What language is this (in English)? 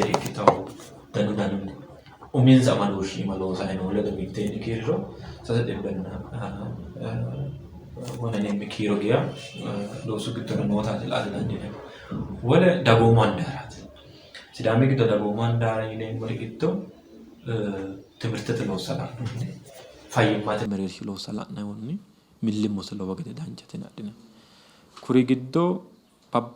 Sidamo